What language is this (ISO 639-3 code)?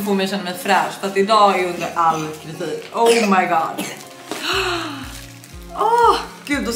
swe